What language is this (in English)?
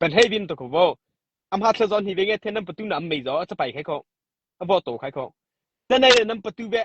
Mara Chin